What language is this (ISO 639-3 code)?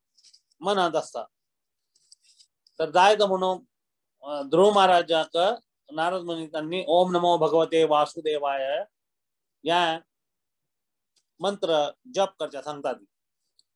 kok